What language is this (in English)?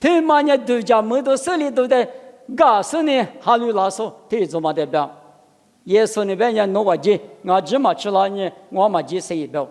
Lisu